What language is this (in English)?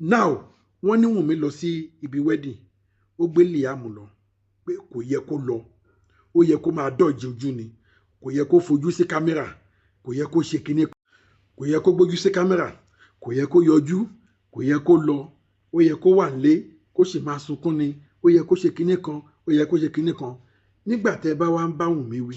Yoruba